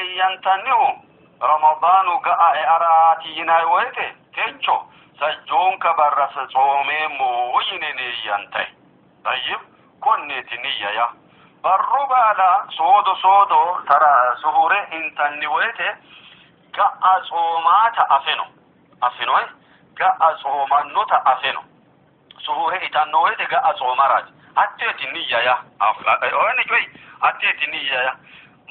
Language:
Sidamo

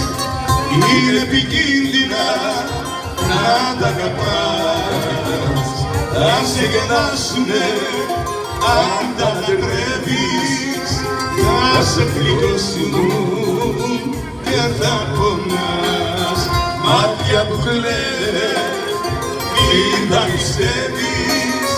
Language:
Greek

